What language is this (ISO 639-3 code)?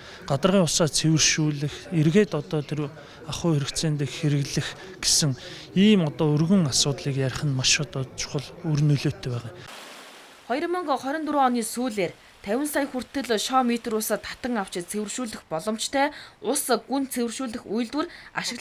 mon